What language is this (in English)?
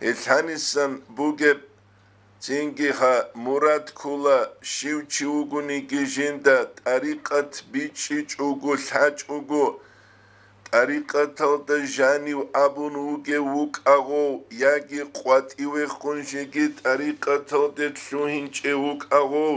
Avaric